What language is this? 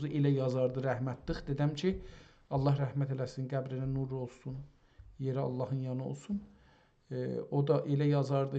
South Azerbaijani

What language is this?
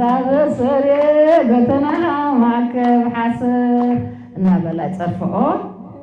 Tigrinya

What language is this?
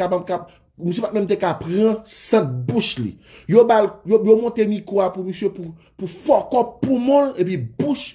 Haitian Creole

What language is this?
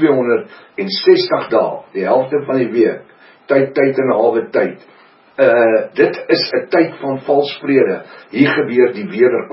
Afrikaans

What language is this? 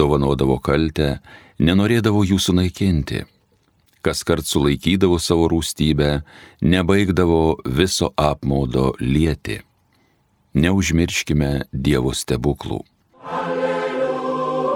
Lithuanian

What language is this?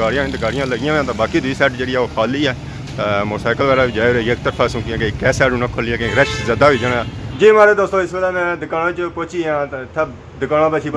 Pahari-Potwari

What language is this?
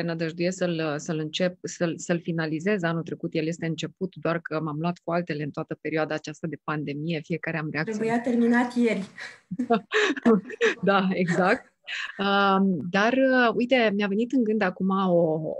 Romanian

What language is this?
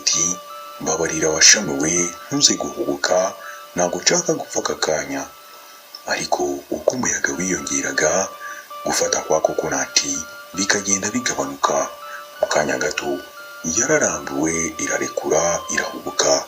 Kinyarwanda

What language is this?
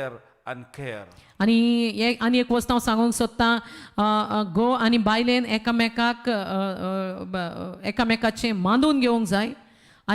Konkani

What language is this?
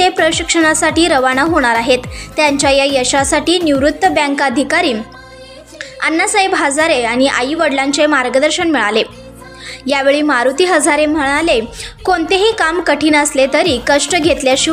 Marathi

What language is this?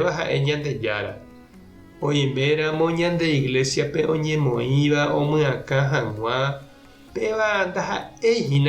Guarani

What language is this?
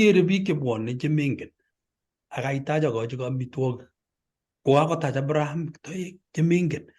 Kalenjin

